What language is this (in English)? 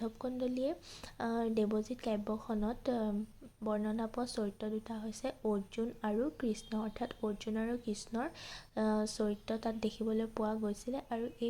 Assamese